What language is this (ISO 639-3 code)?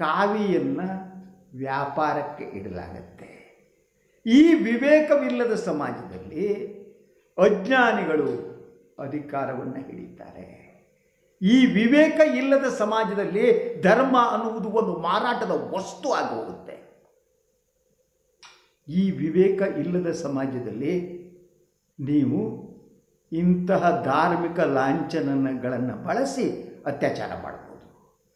kan